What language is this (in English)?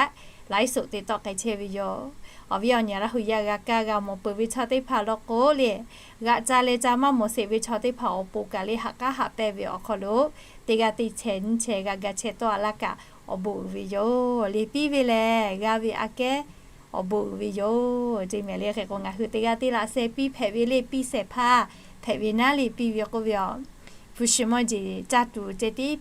Lahu